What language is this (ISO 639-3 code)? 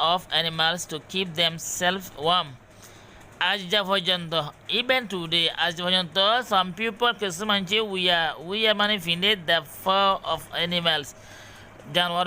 rhg